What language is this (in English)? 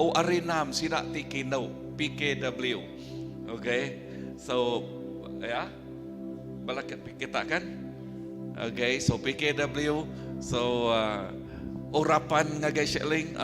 Iban